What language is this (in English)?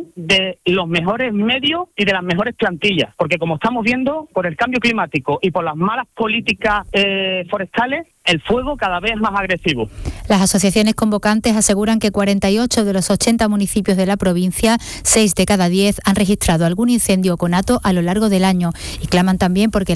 Spanish